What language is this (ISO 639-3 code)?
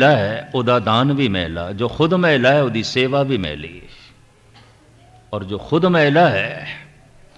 pan